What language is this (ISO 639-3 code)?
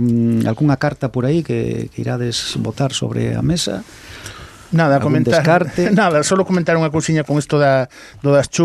glg